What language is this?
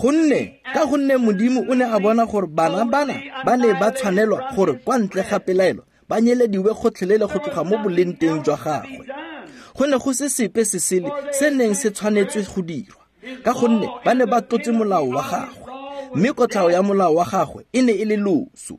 Tswana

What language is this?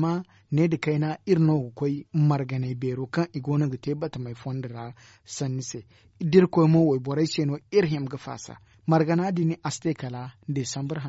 Zarma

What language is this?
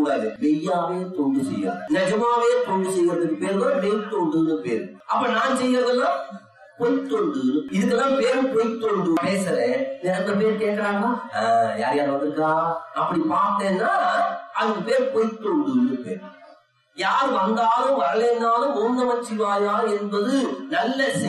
Tamil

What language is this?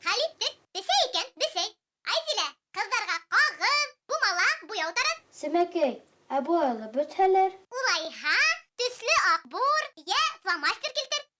Bashkir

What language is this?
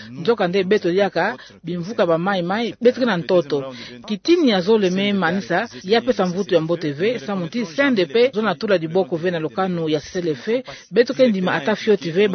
Kituba (Democratic Republic of Congo)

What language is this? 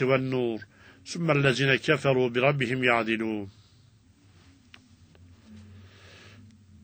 Turkish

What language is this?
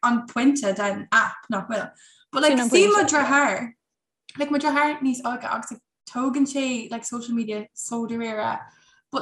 Irish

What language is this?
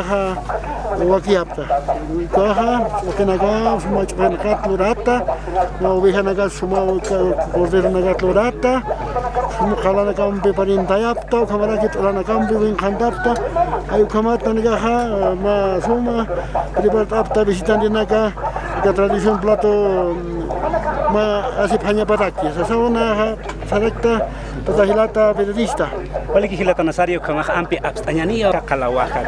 Aymara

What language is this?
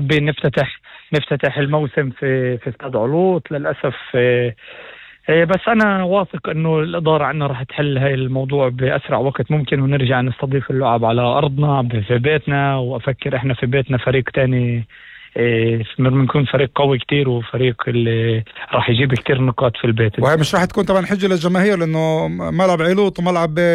North Levantine Arabic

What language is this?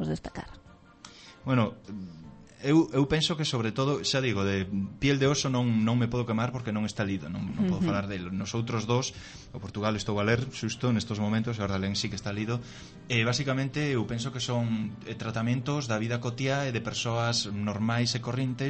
Galician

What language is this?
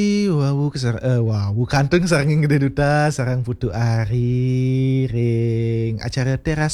Balinese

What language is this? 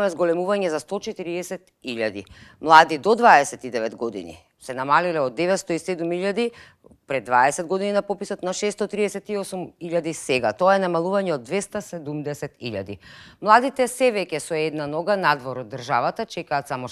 Macedonian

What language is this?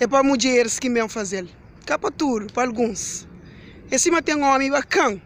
Kabuverdianu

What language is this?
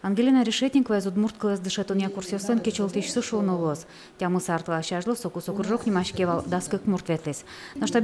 Udmurt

